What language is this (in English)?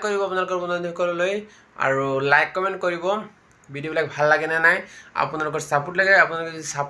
Assamese